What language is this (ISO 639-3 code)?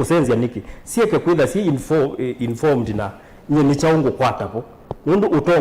kam